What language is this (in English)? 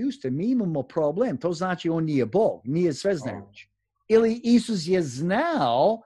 Croatian